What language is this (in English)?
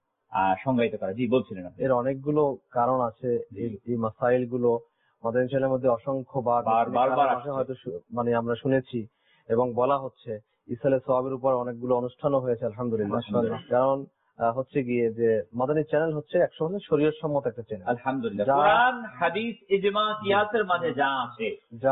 Bangla